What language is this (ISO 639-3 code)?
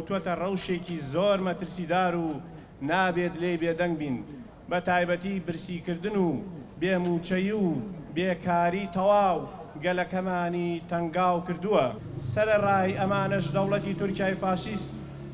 ckb